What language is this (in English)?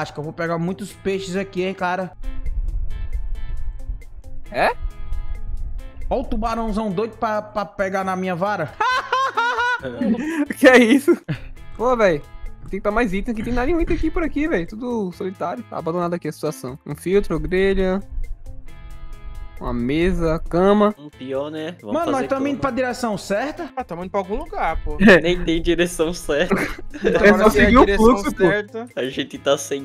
Portuguese